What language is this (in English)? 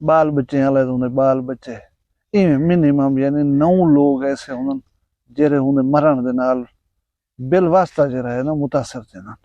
Saraiki